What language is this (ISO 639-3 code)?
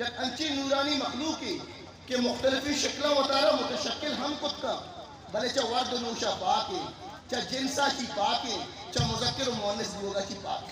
bgp